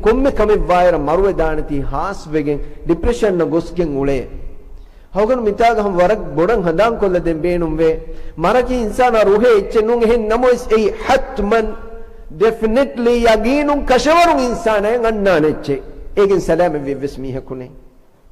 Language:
Divehi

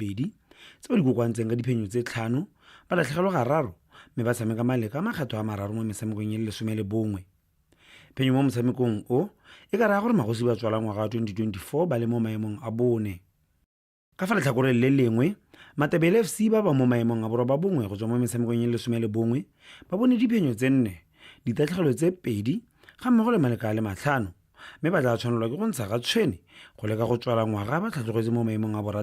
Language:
Tswana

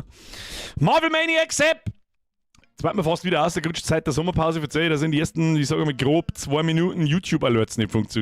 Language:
Bavarian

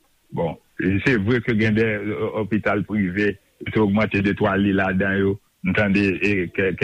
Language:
Haitian Creole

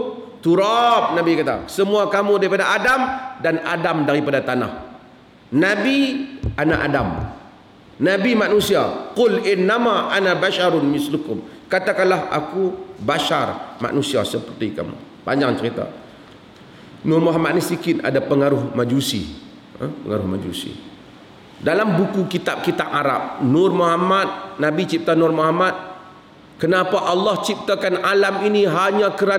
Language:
Malay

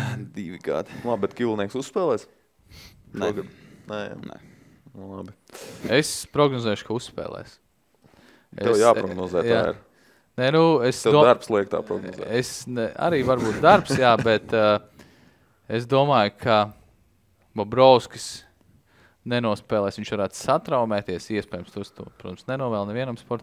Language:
Latvian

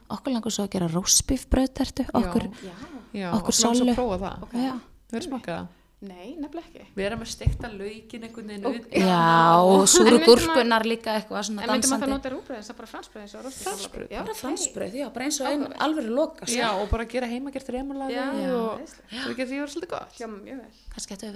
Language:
Icelandic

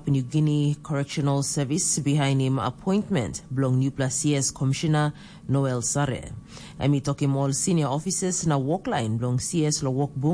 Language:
Tok Pisin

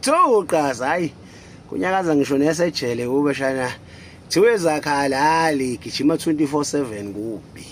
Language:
Zulu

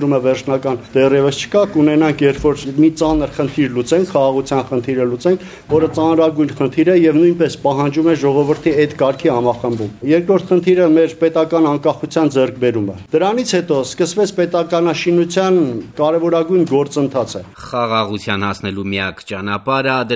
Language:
Armenian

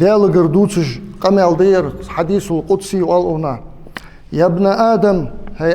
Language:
Ingush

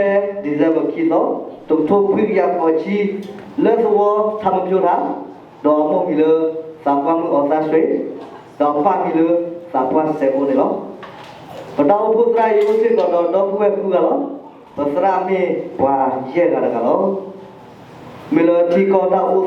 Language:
S'gaw Karen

